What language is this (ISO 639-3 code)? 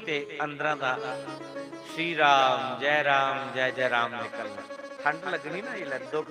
doi